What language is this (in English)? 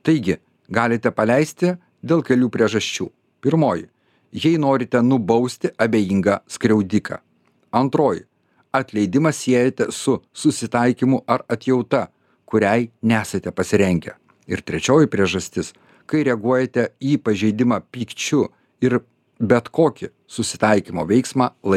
Lithuanian